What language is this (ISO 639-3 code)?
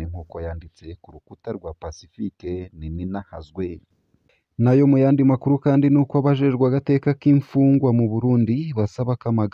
run